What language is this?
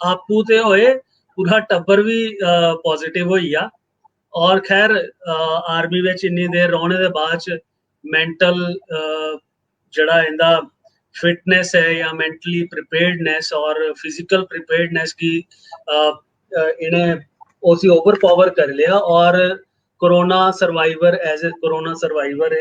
Dogri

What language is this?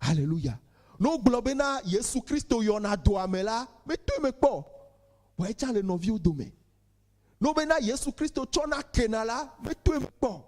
Ewe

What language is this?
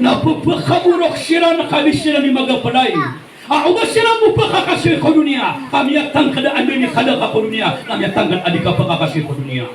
Maranao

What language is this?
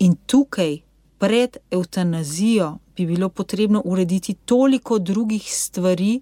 Slovenian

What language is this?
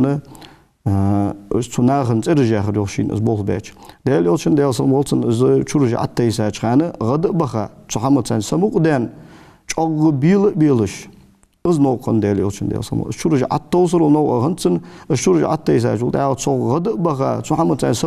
Ingush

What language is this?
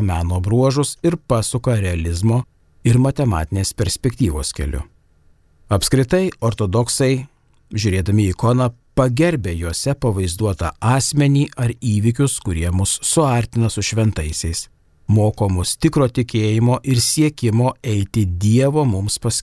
Lithuanian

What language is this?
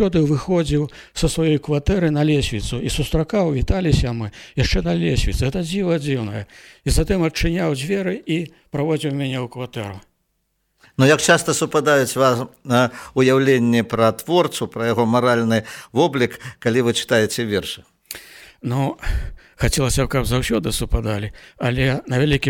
Belarusian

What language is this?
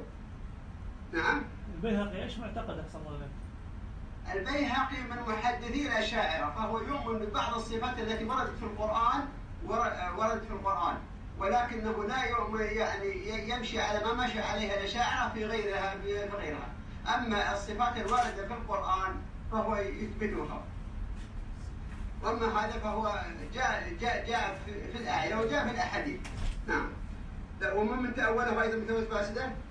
Arabic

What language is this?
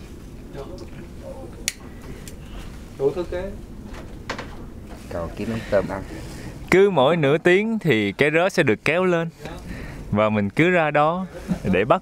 Vietnamese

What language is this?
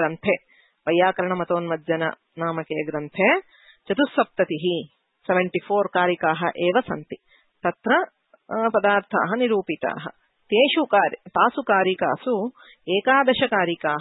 Sanskrit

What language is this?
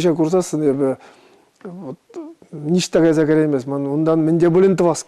Chuvash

